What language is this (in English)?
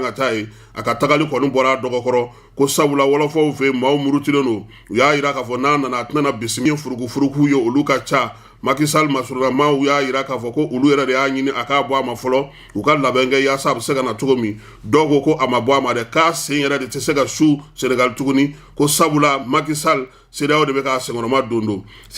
Bambara